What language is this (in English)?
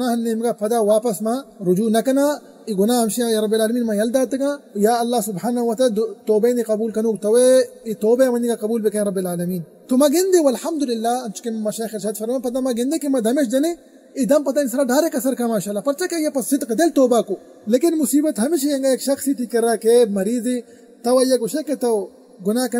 Baluchi